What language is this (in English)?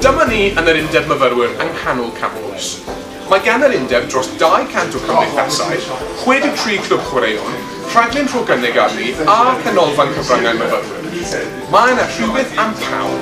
Welsh